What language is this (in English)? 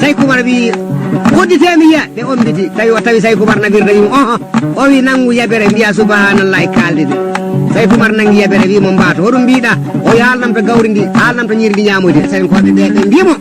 Fula